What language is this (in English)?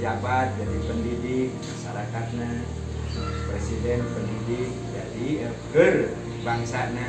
Sundanese